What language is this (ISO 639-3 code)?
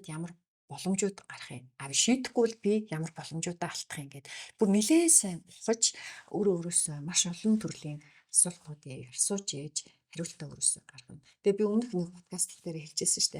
mon